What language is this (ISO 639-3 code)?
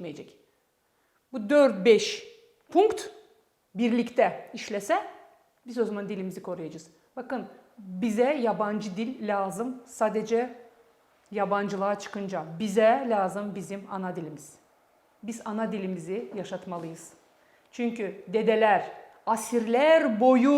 gag